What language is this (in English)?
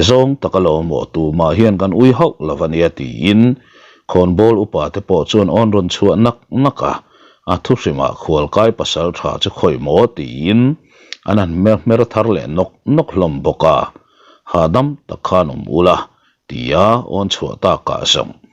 Mizo